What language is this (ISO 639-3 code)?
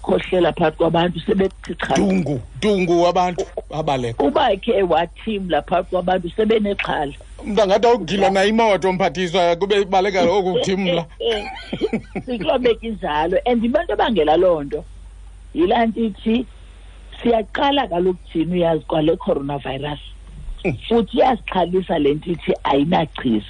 xho